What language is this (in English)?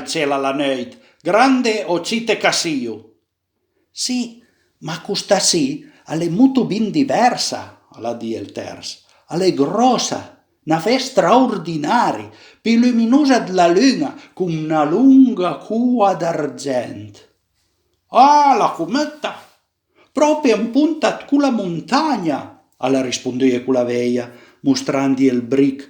Piedmontese